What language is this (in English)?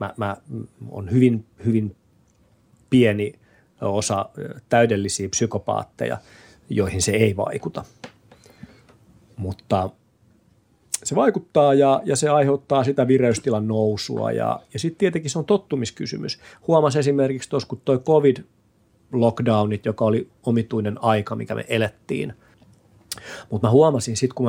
Finnish